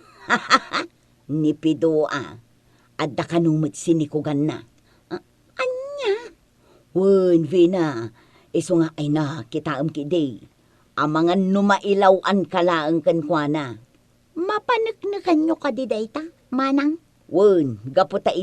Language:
Iloko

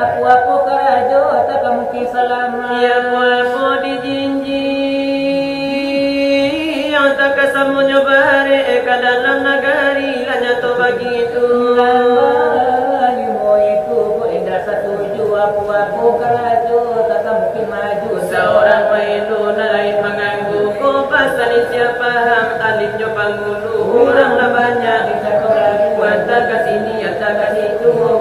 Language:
Minangkabau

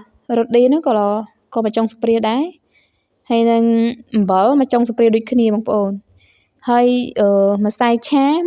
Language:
Khmer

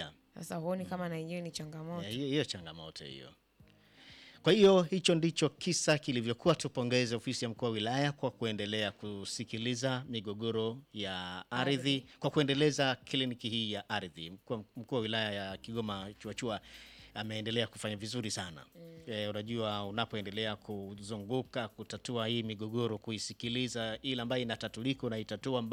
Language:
Swahili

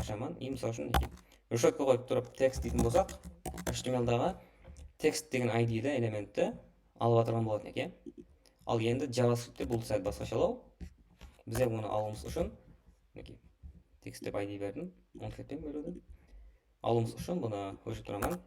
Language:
Kara-Kalpak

